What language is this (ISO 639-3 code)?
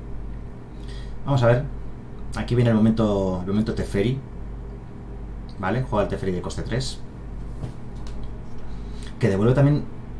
spa